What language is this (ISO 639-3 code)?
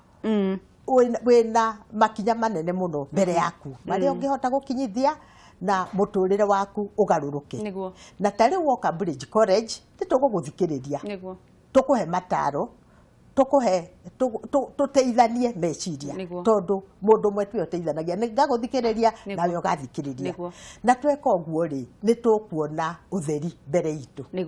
kik